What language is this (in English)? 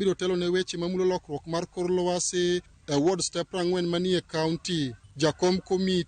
Luo (Kenya and Tanzania)